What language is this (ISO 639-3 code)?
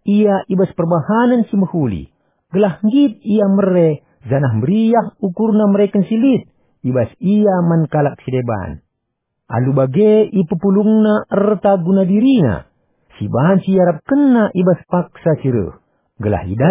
btx